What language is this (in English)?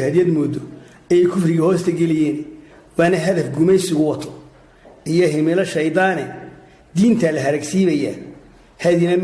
Somali